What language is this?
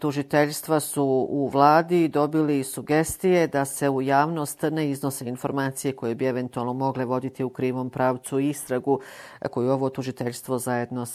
Bosnian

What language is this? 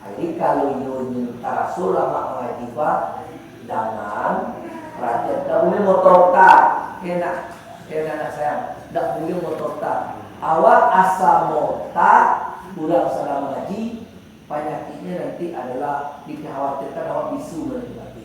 Minangkabau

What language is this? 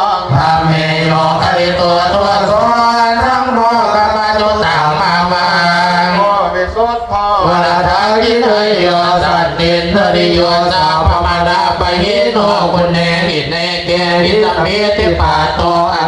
Pali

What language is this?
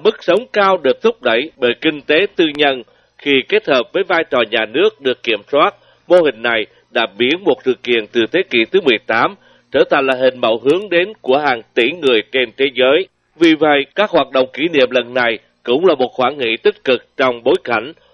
Vietnamese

